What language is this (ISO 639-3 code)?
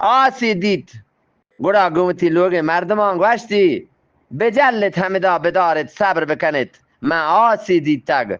bgp